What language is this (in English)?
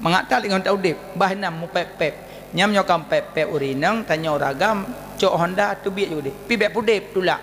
Achinese